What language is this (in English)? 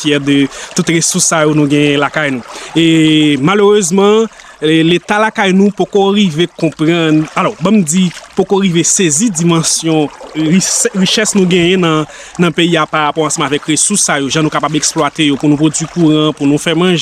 Haitian Creole